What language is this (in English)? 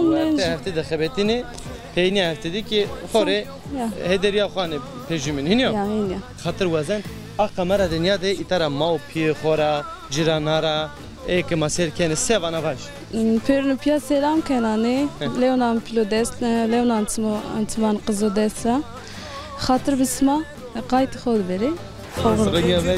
Zaza